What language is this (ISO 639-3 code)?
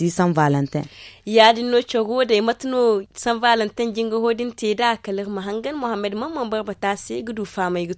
dje